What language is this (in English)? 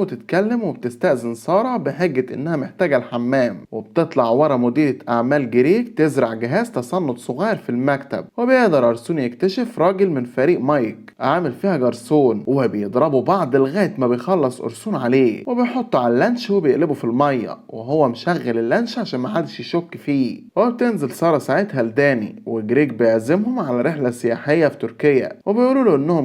Egyptian Arabic